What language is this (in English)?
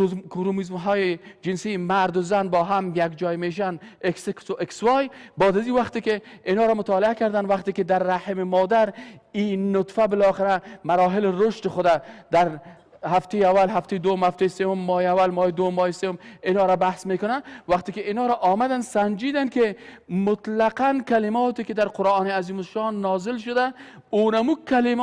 Persian